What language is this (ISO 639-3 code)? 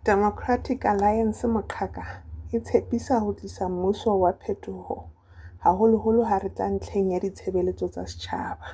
sot